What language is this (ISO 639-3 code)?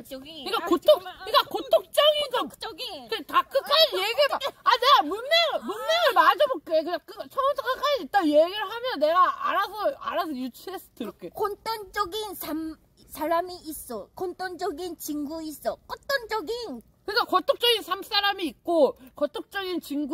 kor